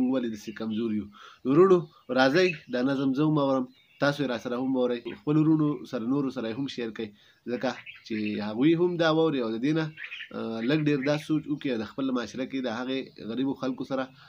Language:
Pashto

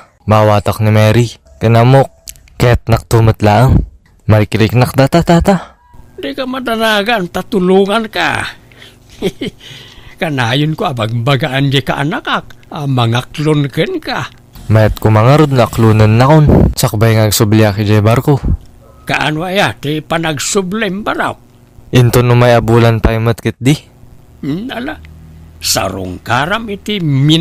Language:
Iloko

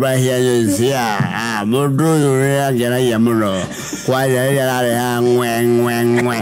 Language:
Kikuyu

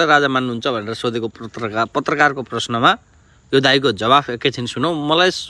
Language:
Nepali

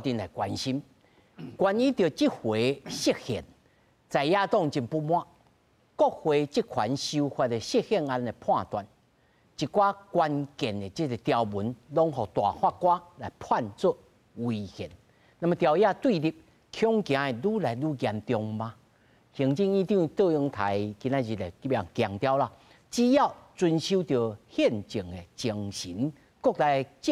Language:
Min Nan Chinese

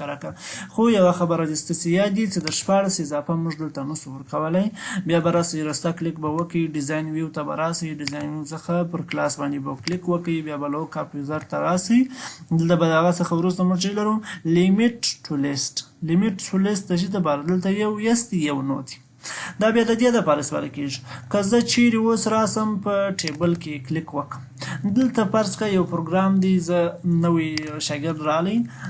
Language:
Pashto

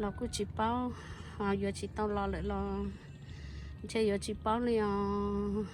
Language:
Hmong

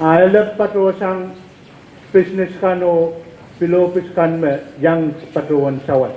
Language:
Pohnpeian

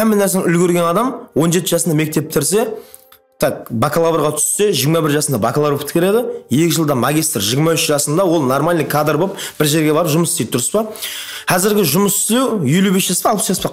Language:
Kara-Kalpak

